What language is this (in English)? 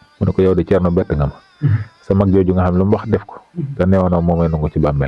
Wolof